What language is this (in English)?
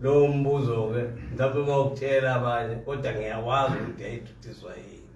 Zulu